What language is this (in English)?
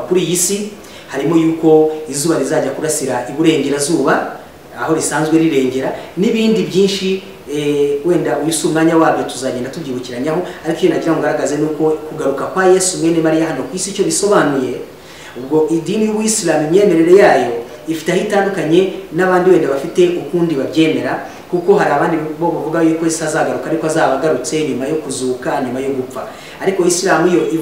Kinyarwanda